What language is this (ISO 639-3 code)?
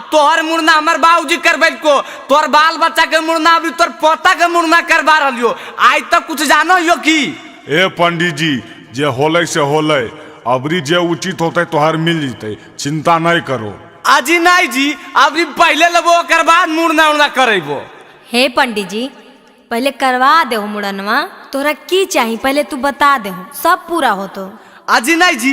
mag